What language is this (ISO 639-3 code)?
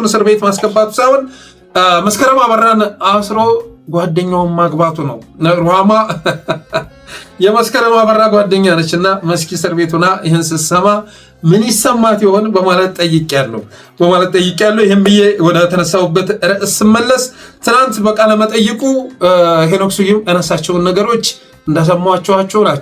amh